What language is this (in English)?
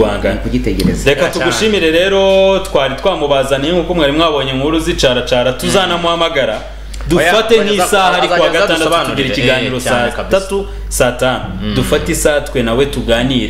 Kinyarwanda